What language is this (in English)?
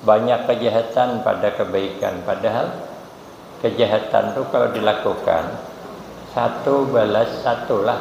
Banjar